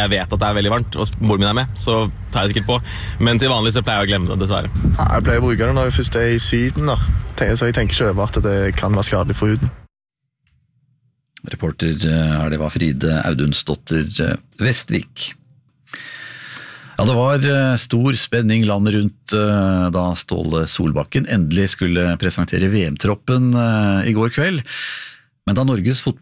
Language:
Norwegian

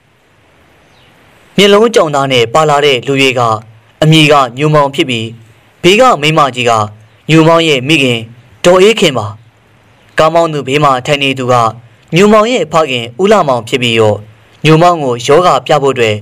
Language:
Burmese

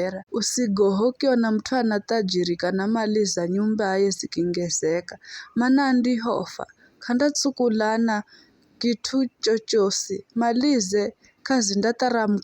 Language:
Giryama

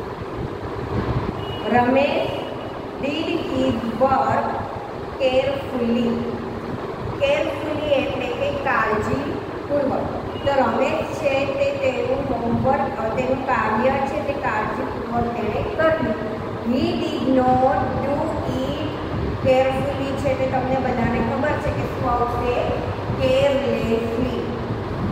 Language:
Gujarati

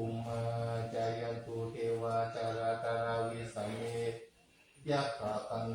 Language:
Pali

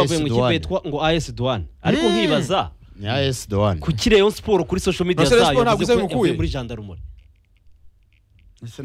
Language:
Kinyarwanda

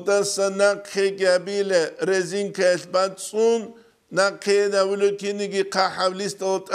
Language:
Avaric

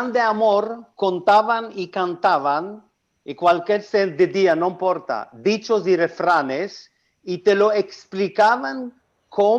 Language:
Ladino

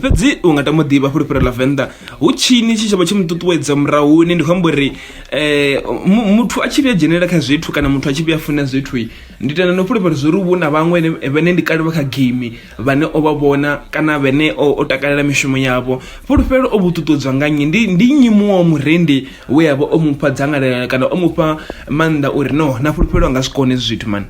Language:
Venda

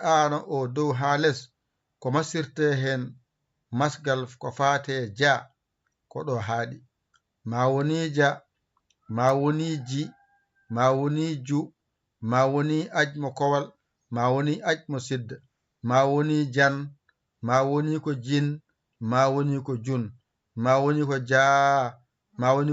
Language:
Fula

